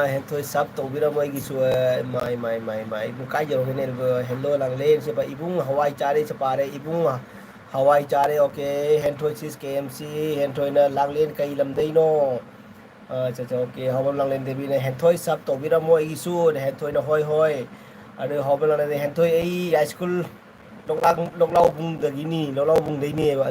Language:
Manipuri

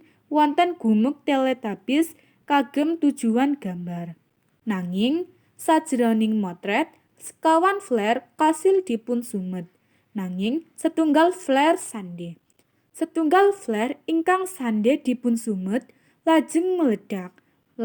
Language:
Javanese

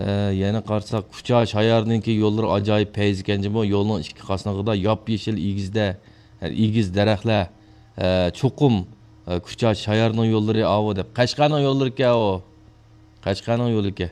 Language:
Uyghur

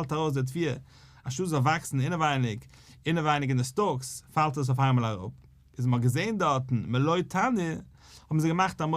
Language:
Yiddish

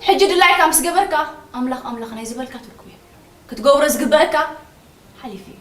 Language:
Tigrinya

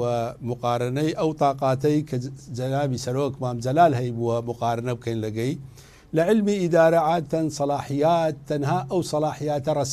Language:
Central Kurdish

